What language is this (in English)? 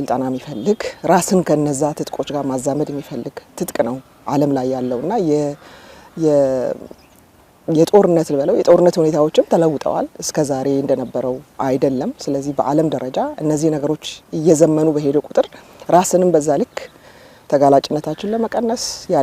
Amharic